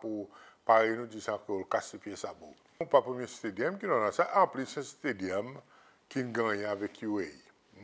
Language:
Seselwa Creole French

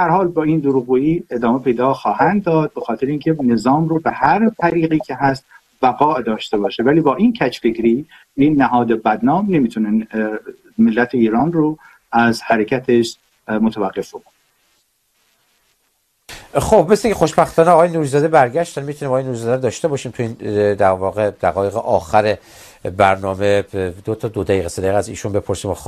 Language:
Persian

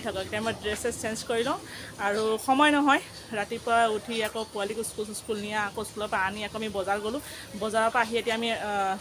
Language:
Assamese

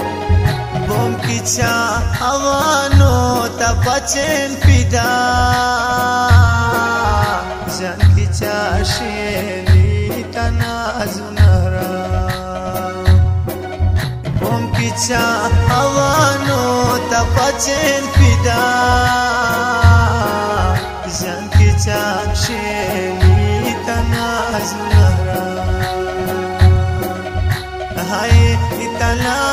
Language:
Khowar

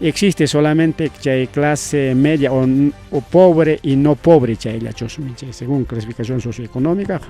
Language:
Ayacucho Quechua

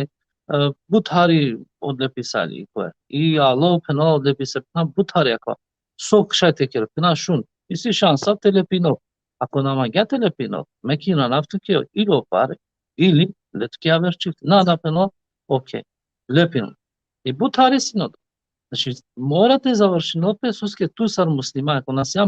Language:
Balkan Romani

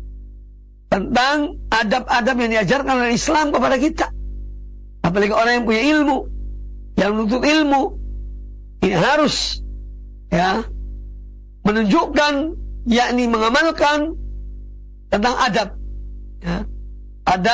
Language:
Indonesian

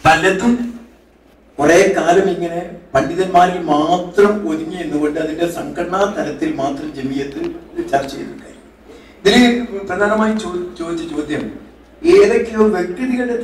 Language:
Malayalam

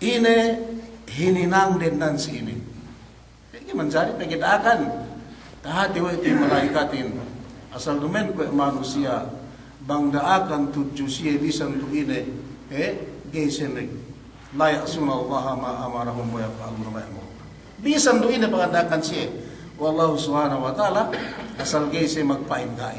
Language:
Yakan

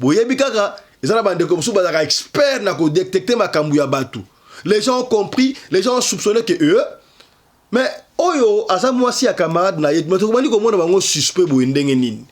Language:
Lingala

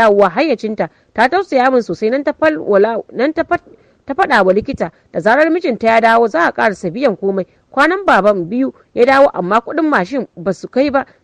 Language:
Hausa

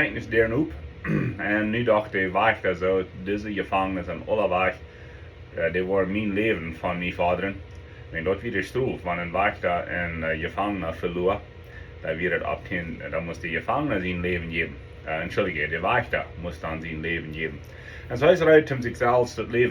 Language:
Plautdietsch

